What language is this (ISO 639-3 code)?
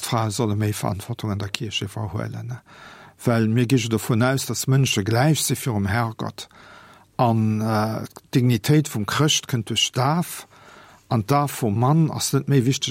ltz